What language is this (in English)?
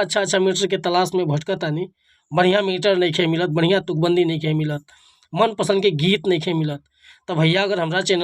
Bhojpuri